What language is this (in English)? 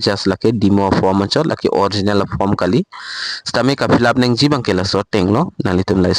Karbi